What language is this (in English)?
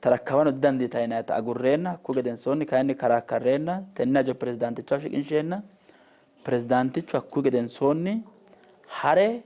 Sidamo